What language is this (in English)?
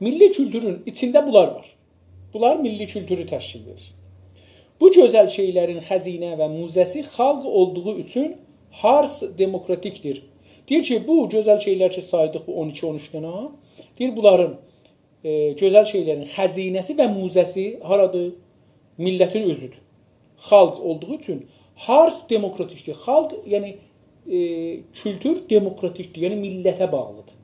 South Azerbaijani